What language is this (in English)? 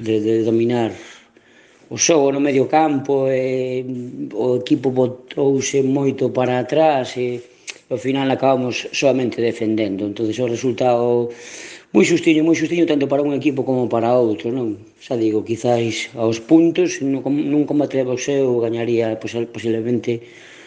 Galician